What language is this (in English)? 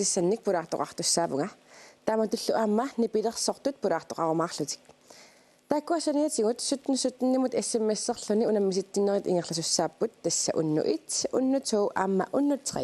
Kalaallisut